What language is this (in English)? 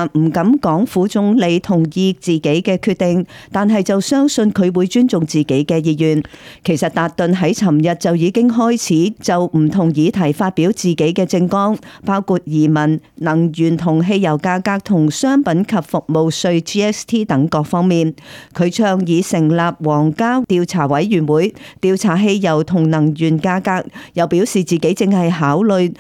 Cantonese